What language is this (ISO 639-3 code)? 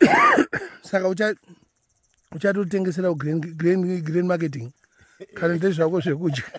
sna